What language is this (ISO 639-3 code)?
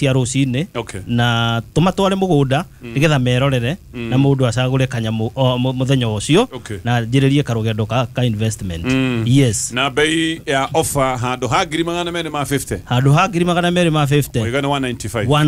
kik